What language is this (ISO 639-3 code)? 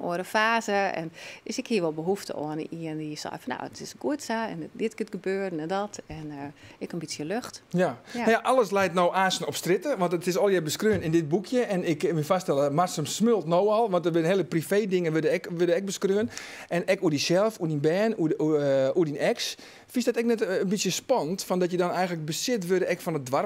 fry